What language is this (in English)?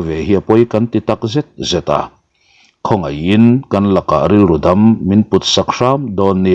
Mizo